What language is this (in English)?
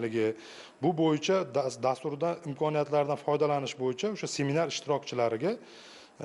Uzbek